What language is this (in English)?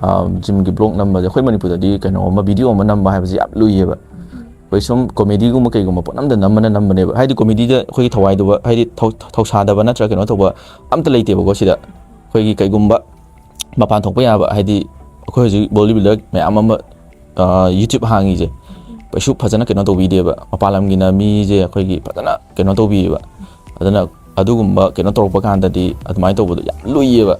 Manipuri